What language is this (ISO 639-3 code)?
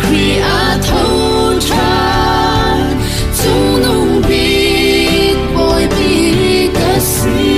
cfm